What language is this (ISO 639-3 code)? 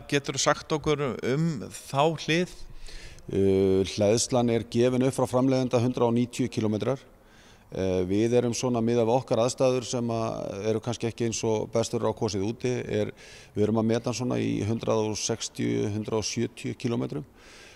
isl